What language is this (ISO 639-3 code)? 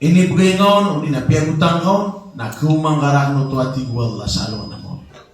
mrw